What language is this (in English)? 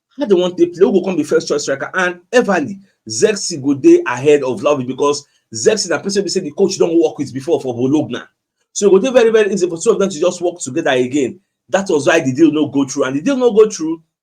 Nigerian Pidgin